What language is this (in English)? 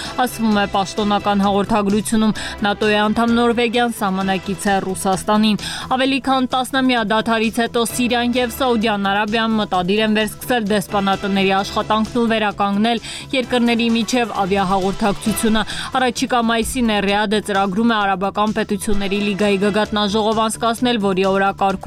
Armenian